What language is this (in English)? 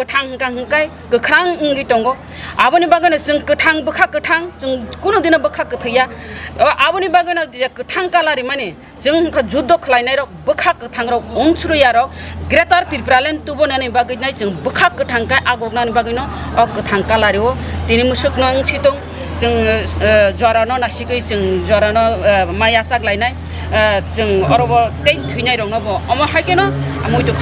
Kok Borok